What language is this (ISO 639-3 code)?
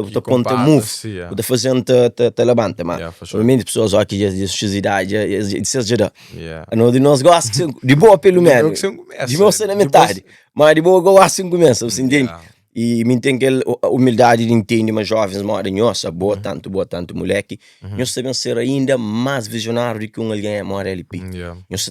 kea